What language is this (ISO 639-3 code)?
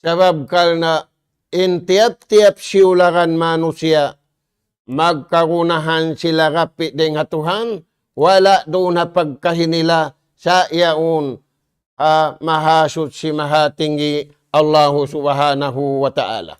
tsg